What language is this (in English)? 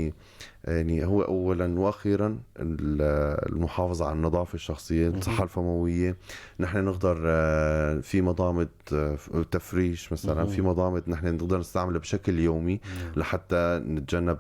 North Levantine Arabic